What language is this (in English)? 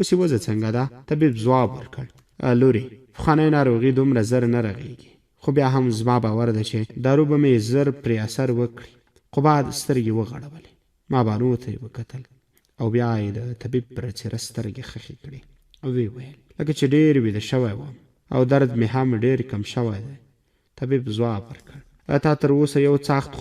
Pashto